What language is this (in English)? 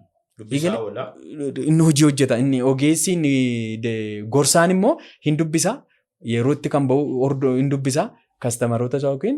Oromo